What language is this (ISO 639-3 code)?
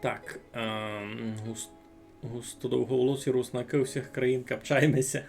rue